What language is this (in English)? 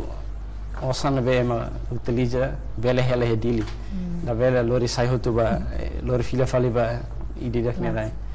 Tetum